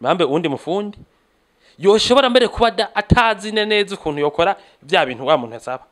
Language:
Rundi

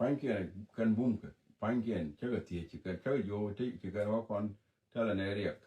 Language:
Nuer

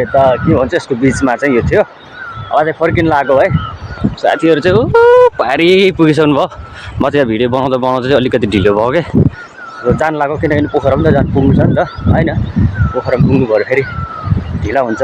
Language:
Nepali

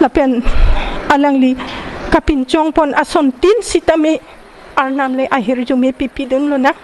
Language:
Karbi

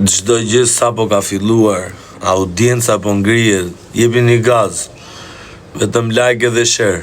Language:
Albanian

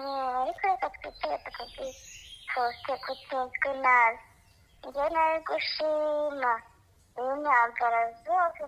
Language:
Kinyarwanda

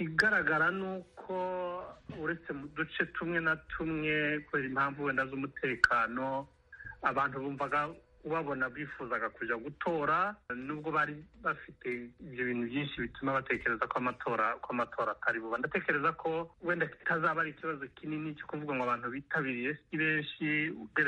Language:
Kinyarwanda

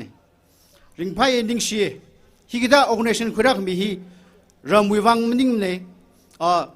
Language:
Tangkhul Naga (India)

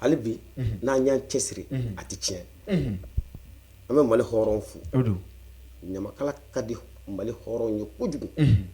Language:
Bambara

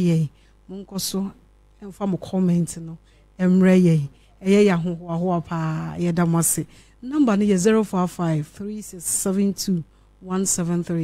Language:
Akan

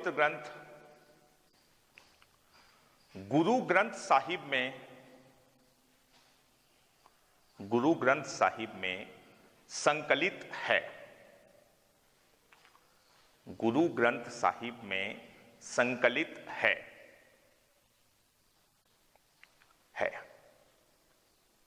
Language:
Hindi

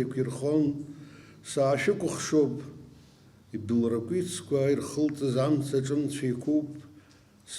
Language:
Abkhazian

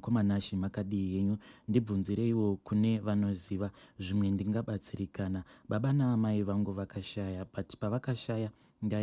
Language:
Shona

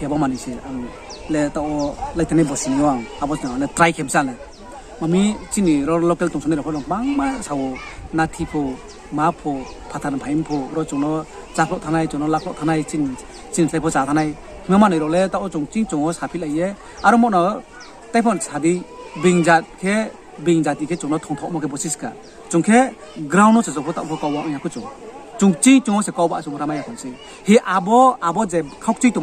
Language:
Riang (India)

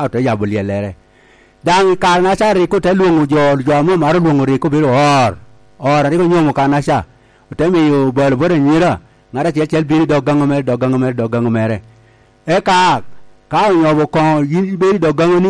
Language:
Lango (Uganda)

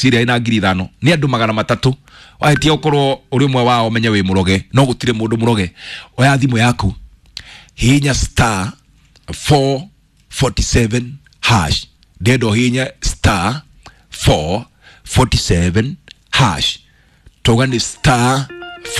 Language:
Kikuyu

